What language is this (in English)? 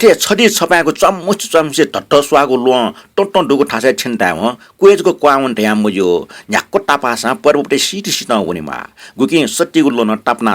Newari